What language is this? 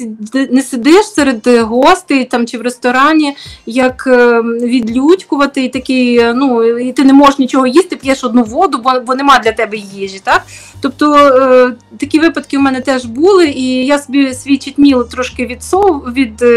Ukrainian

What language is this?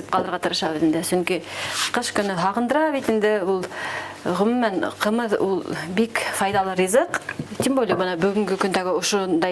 Bashkir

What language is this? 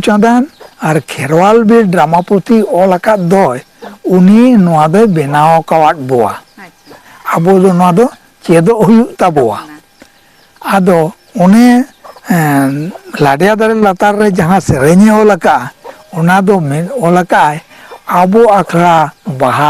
Santali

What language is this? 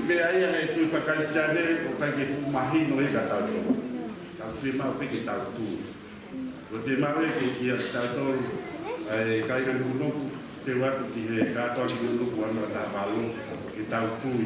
Tongan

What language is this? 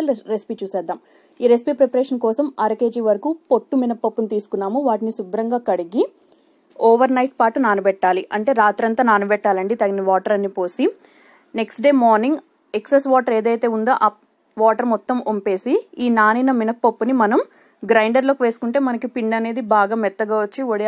Telugu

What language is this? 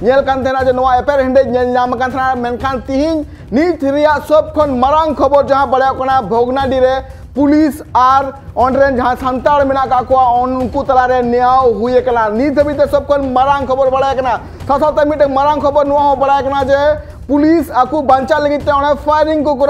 Santali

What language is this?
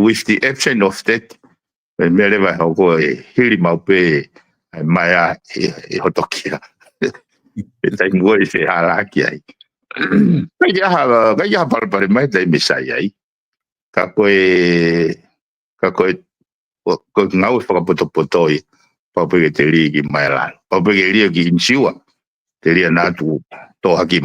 Tongan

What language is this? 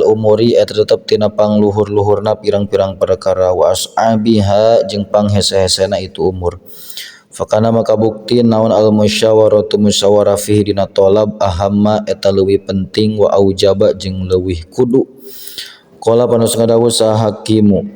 Sundanese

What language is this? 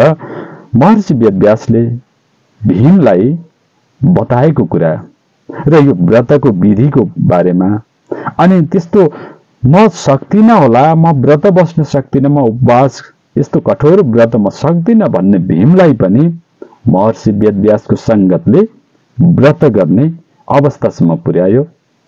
Nepali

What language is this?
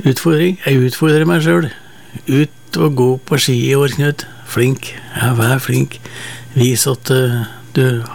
Norwegian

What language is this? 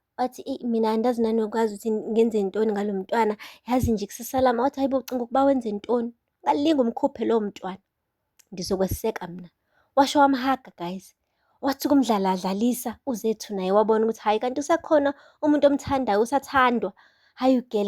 Zulu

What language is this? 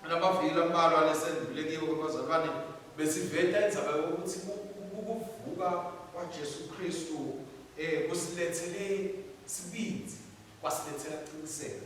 Swati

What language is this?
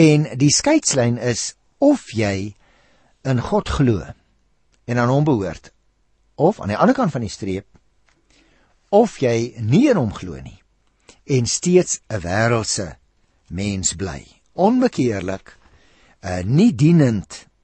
Afrikaans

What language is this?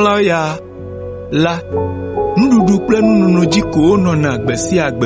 Ewe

